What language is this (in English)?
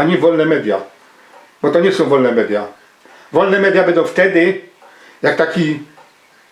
Silesian